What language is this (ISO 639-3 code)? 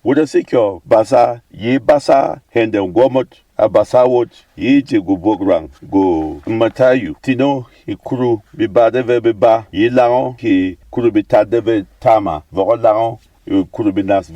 bom